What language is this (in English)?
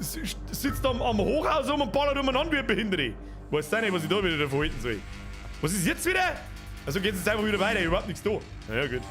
Bavarian